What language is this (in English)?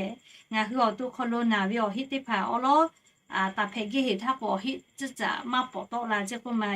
Lahu